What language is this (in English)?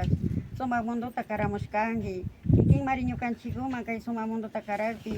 Imbabura Highland Quichua